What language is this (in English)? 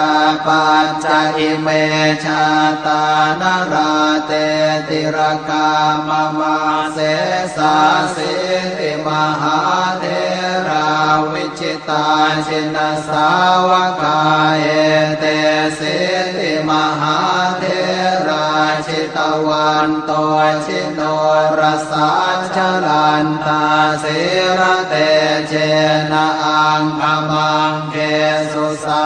Pali